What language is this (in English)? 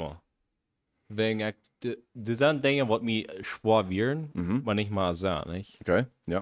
Plautdietsch